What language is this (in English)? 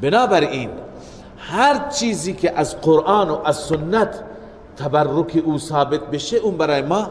Persian